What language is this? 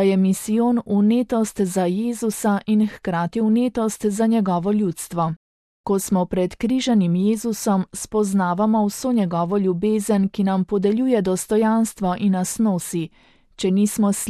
Slovenian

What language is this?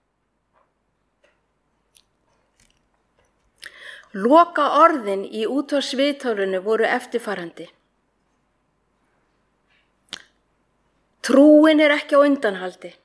Icelandic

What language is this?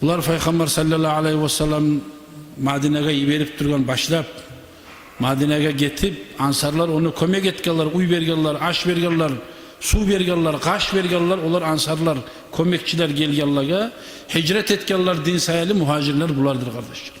Kumyk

